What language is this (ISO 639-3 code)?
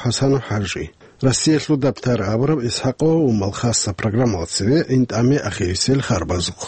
ava